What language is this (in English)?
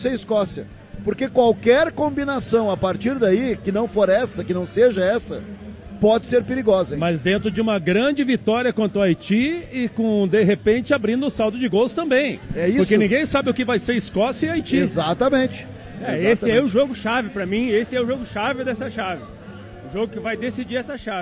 Portuguese